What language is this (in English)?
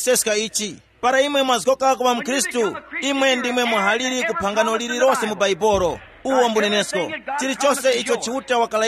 Tumbuka